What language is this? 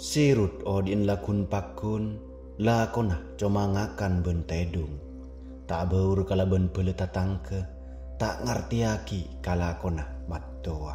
Madurese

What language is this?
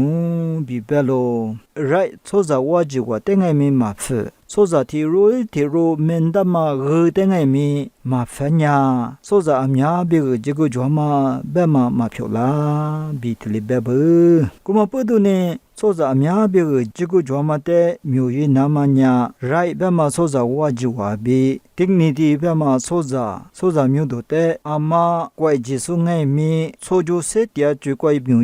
Lisu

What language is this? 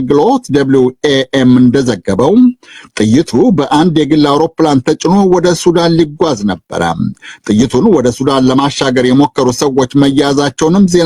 Amharic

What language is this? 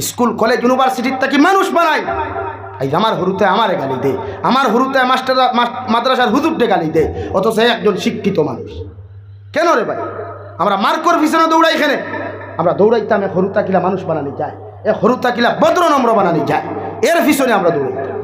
Sylheti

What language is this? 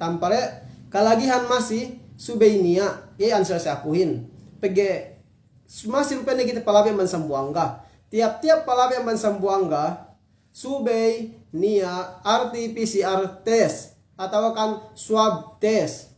Yakan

